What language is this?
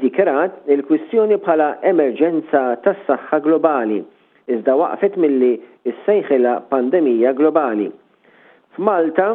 Maltese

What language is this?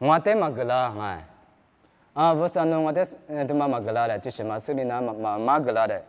Lisu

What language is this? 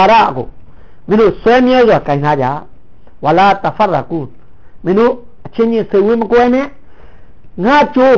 Burmese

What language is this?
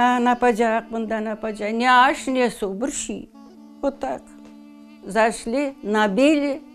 Crimean Tatar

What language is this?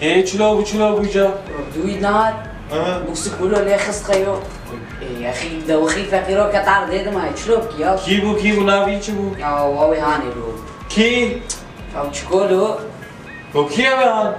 Kurdish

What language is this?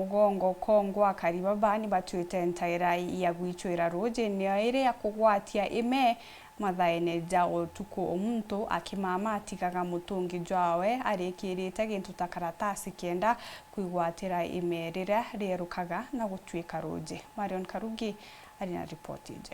Meru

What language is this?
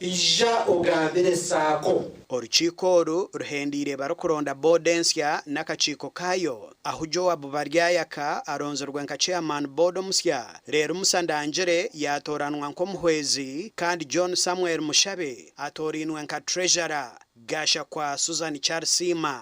Nyankole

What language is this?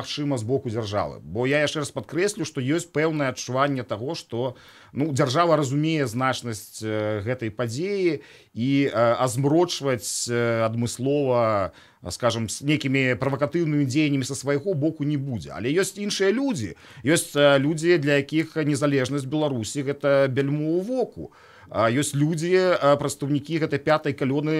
Belarusian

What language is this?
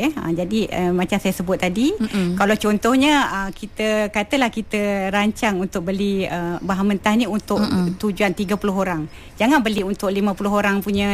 Malay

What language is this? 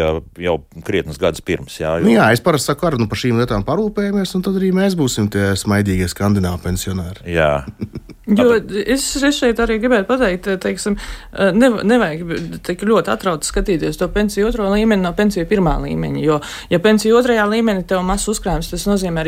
Latvian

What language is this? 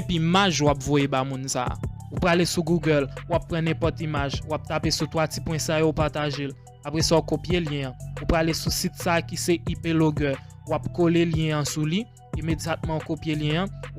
Haitian Creole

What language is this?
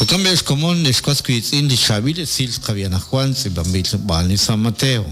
Kekchí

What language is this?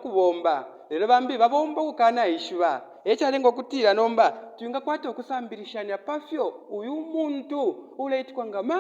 Bemba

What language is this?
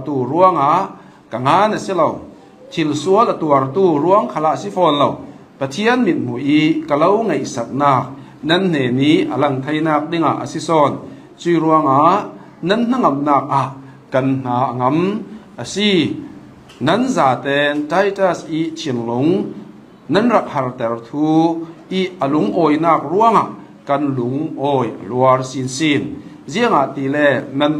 Hakha Chin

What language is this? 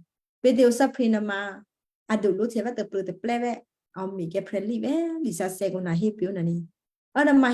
Western Kayah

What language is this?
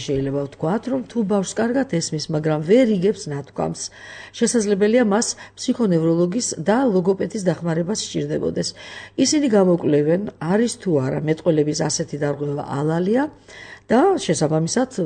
Georgian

